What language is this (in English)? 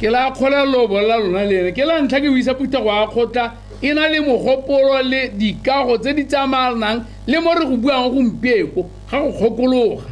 Tswana